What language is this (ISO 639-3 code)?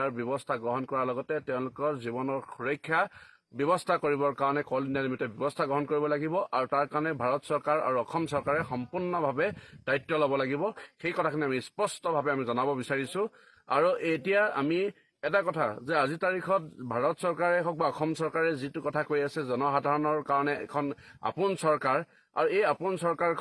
asm